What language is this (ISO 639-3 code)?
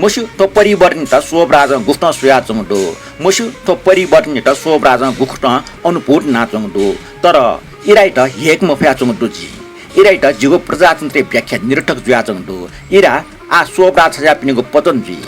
new